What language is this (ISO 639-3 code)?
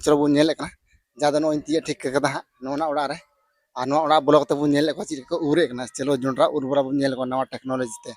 sat